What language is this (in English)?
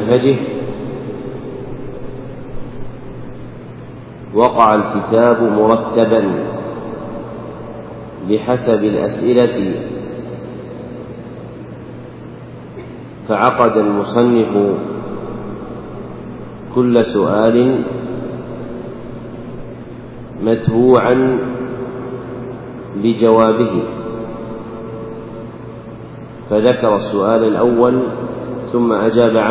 Arabic